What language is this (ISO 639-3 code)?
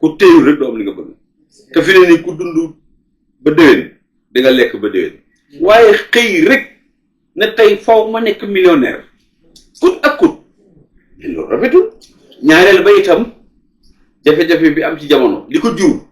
wol